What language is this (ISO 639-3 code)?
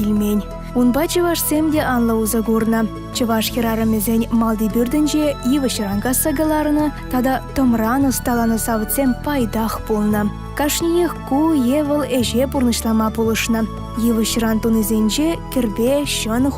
chv